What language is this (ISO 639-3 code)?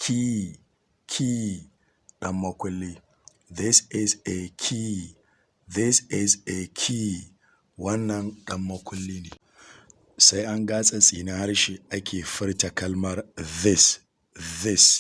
hau